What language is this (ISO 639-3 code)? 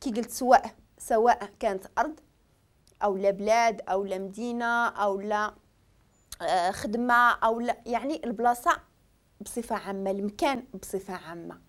ary